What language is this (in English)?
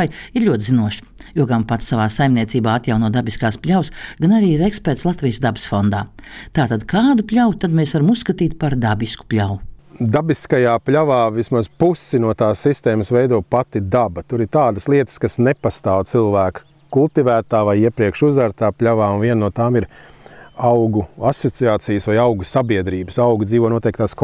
Latvian